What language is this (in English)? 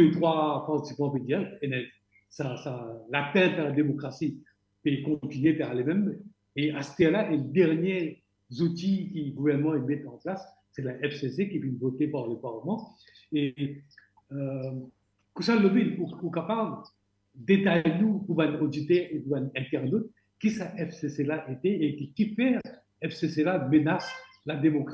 Morisyen